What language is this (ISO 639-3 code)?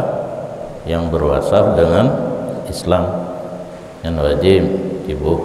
ace